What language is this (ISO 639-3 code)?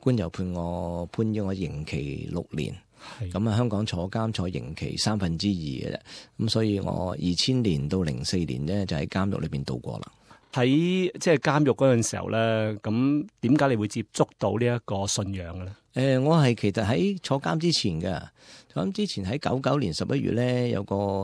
yue